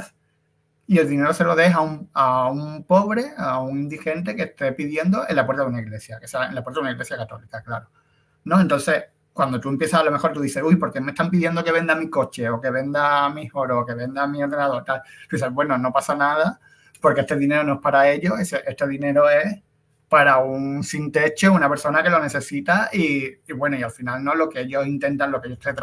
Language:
Spanish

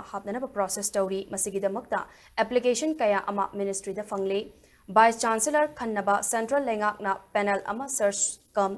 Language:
Manipuri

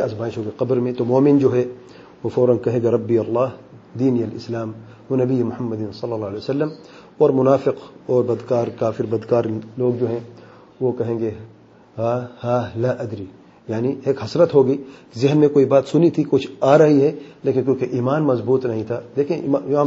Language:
Urdu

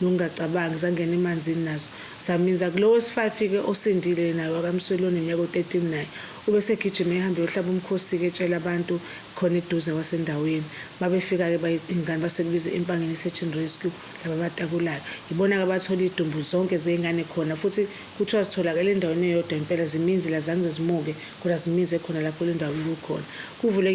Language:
Zulu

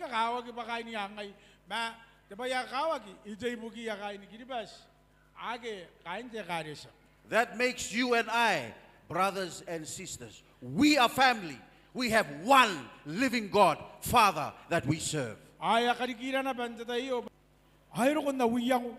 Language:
Gilbertese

